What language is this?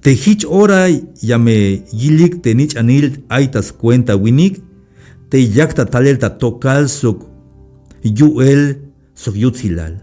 Tzeltal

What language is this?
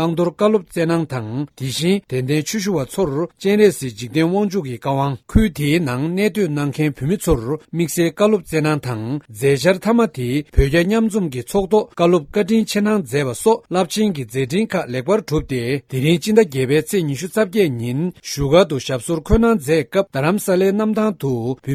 Tibetan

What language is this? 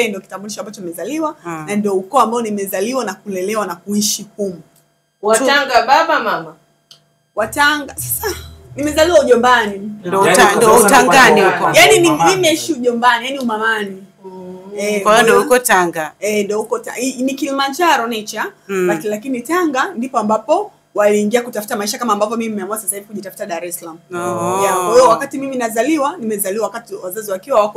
Swahili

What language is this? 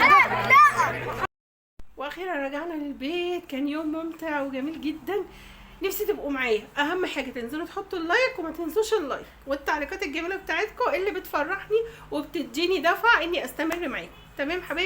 Egyptian Arabic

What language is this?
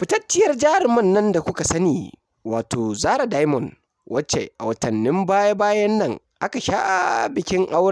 Hausa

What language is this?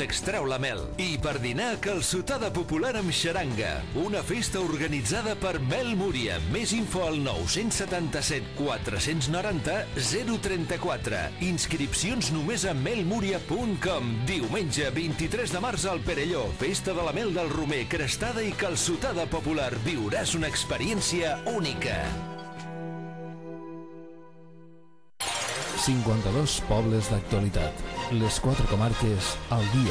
Catalan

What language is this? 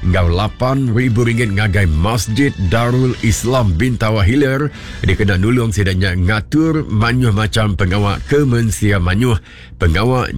Iban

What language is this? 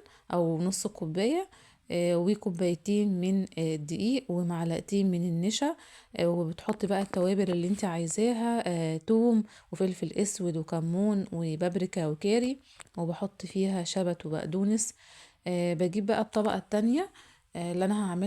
Egyptian Arabic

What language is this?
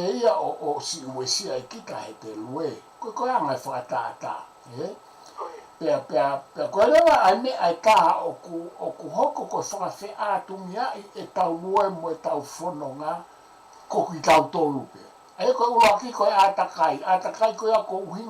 Tongan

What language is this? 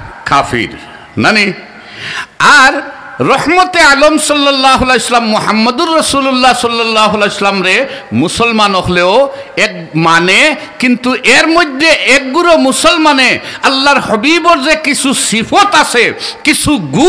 Sylheti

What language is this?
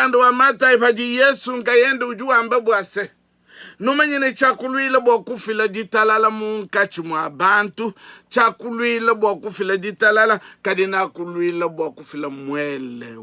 Luba-Lulua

